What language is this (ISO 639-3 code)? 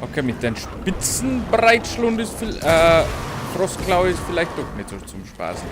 bar